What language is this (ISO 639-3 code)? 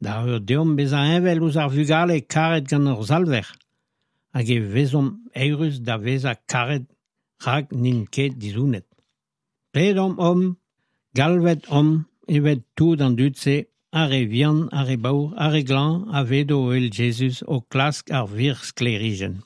bre